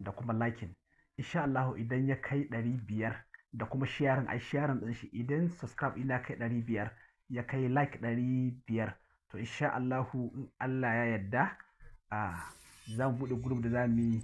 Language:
Hausa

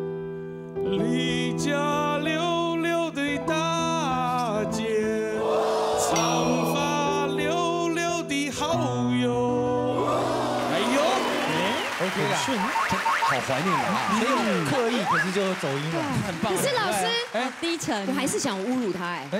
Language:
Chinese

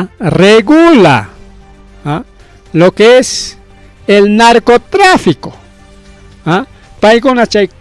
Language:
Ayacucho Quechua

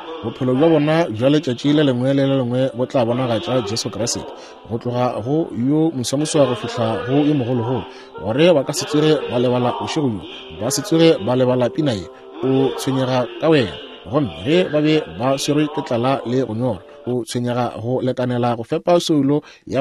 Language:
Northern Sotho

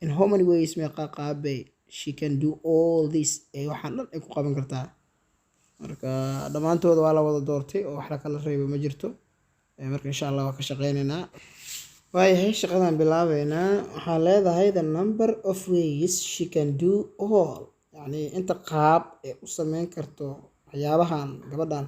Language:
Somali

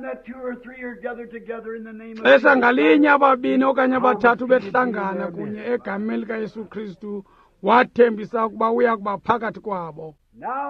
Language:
Xhosa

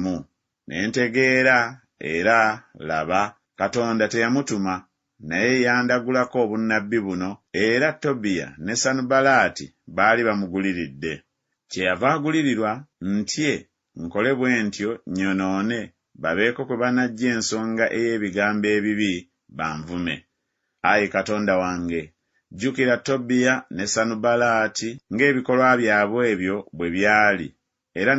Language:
Ganda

